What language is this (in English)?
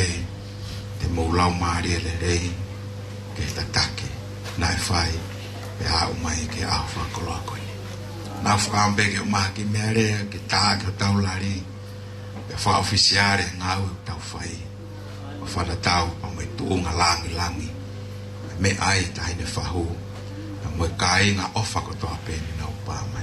Tongan